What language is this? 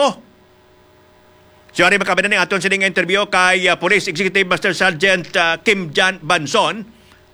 Hiligaynon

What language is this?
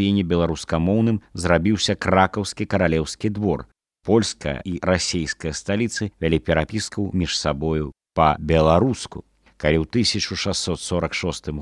Belarusian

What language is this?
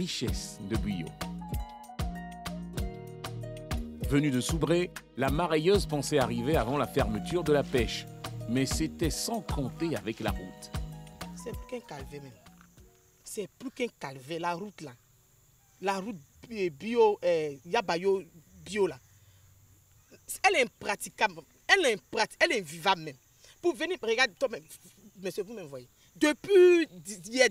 French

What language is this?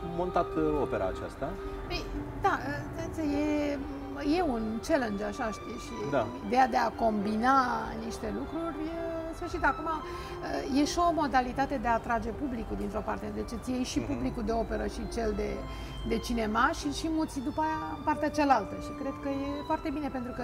Romanian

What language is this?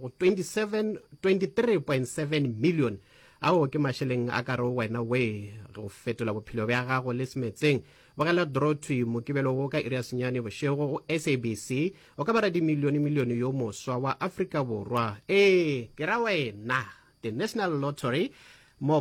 Northern Sotho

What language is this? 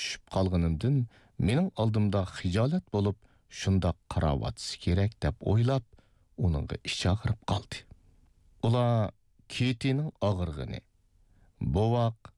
Uyghur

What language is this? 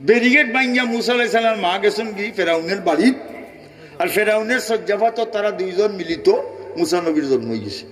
Sylheti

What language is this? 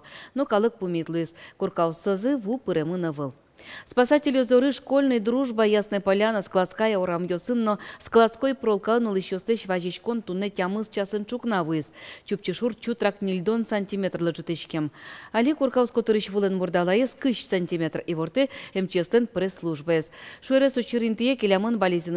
Udmurt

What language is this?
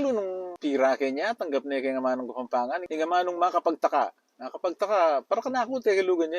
Pampanga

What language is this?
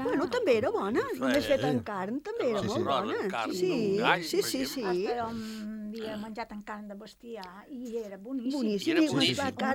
Catalan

